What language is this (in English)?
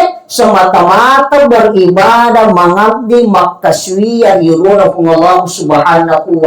Buginese